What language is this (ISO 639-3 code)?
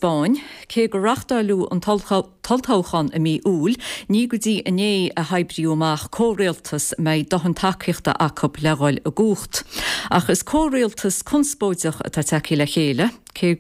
gle